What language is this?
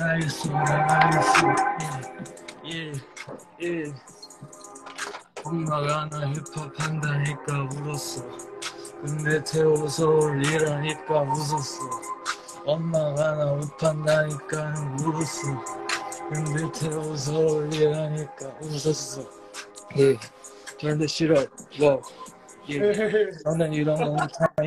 Korean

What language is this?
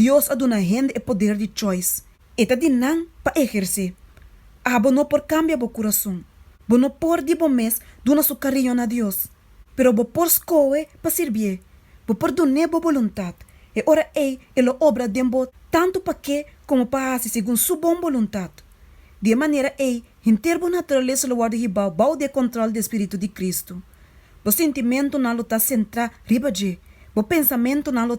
Papiamento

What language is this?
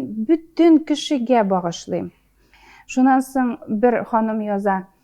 Tatar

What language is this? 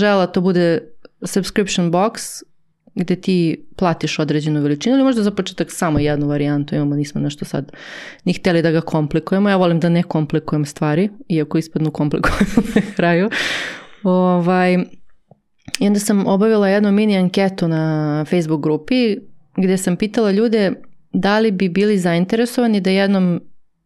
Serbian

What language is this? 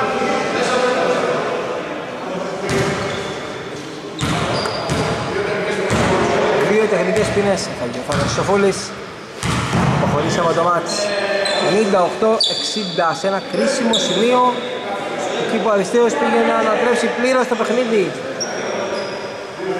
Greek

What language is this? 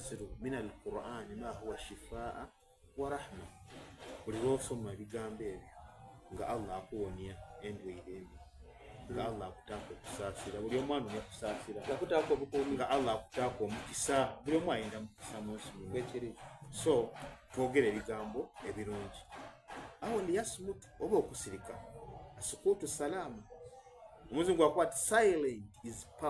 Soga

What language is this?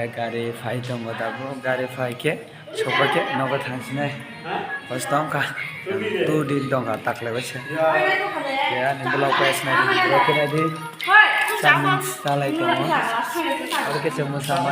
Kok Borok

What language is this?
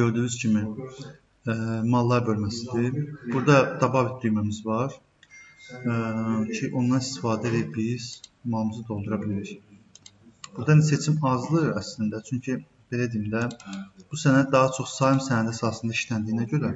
Azerbaijani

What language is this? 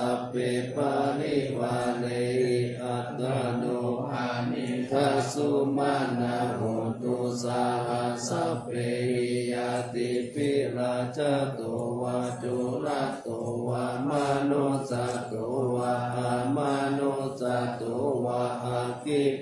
Pali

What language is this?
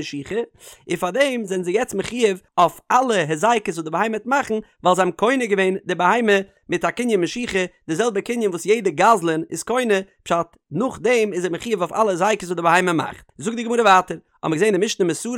Yiddish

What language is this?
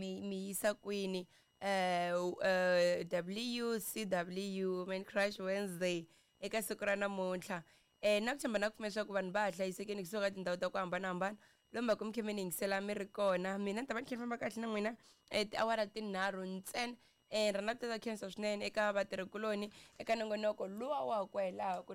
Tsonga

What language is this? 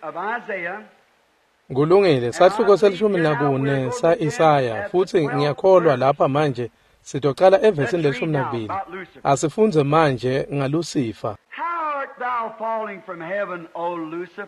Swati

